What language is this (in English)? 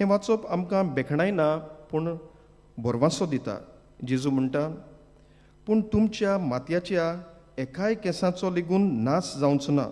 Konkani